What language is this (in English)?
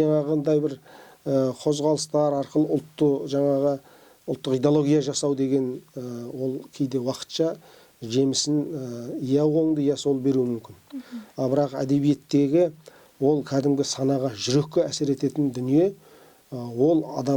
Kazakh